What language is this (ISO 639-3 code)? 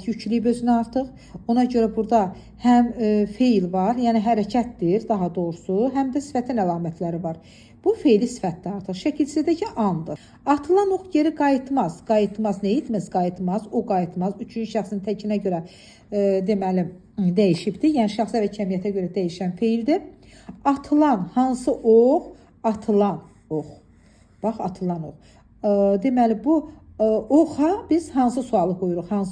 aze